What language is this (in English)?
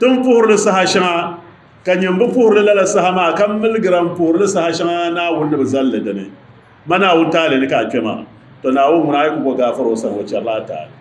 Dagbani